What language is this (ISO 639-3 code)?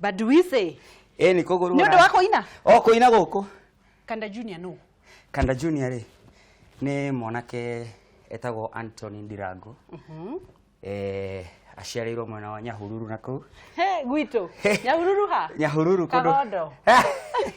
kik